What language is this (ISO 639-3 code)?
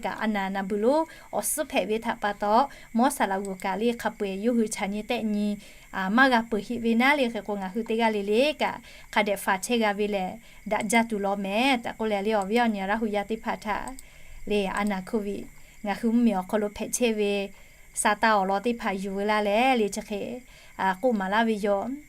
lhu